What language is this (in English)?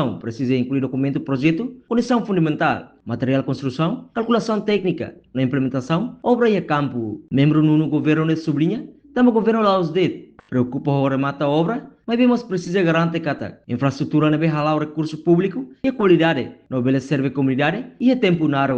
Tetum